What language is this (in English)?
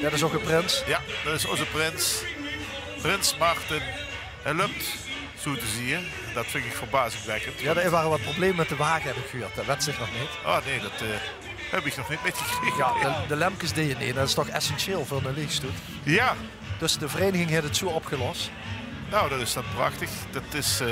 Limburgish